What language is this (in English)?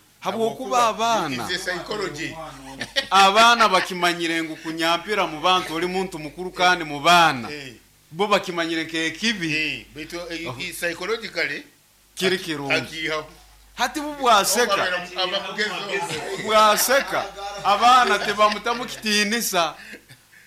Nyoro